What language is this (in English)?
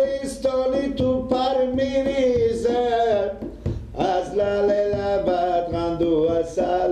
Persian